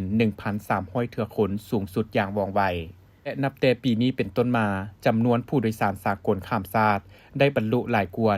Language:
Lao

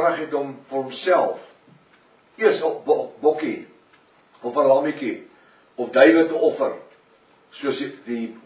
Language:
Afrikaans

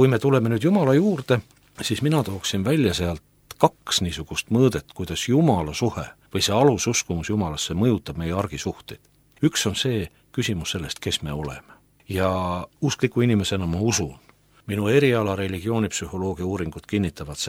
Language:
Estonian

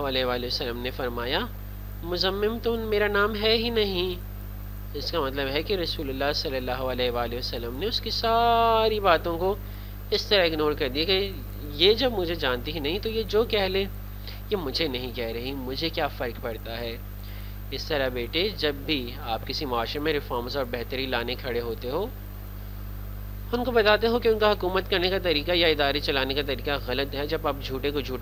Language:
Urdu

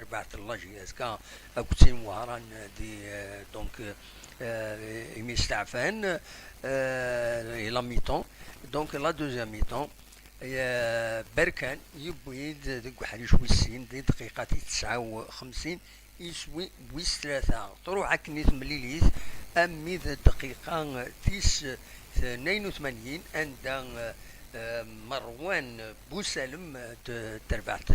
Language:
Kabyle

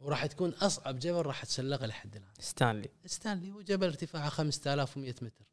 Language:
Gulf Arabic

